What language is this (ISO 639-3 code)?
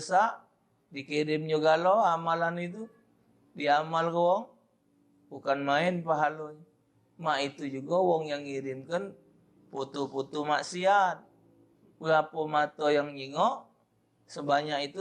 mui